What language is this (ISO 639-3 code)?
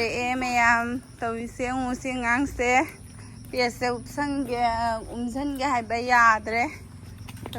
mni